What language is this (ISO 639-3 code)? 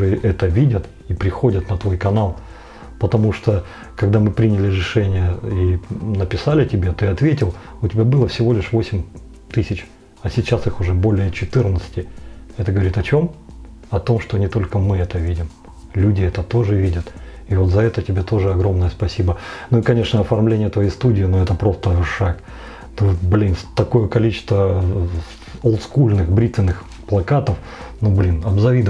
rus